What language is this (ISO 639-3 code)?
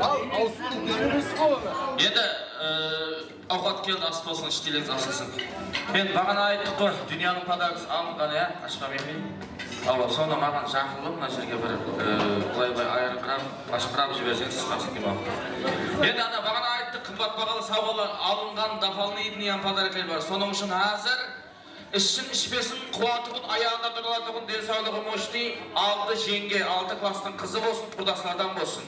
kaa